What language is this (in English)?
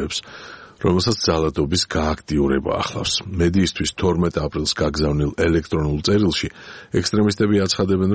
Georgian